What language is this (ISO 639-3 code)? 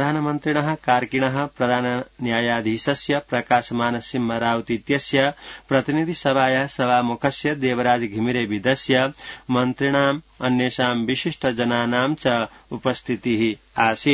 san